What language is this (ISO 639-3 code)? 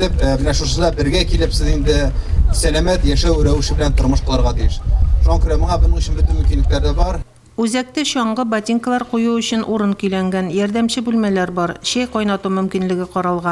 tat